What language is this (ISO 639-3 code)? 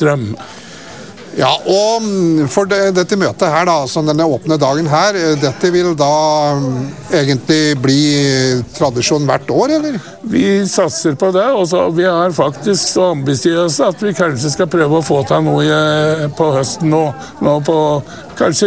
nor